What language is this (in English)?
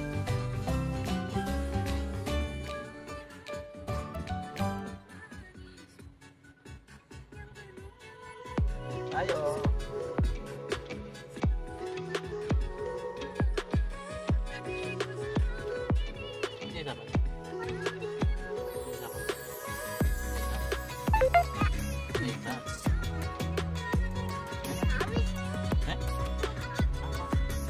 Indonesian